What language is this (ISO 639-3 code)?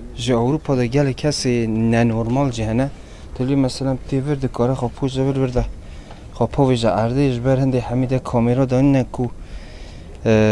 kur